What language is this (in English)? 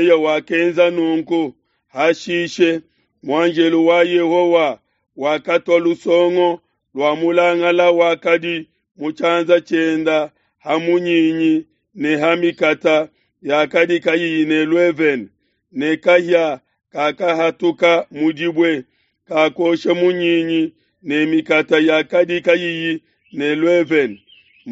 Luba-Lulua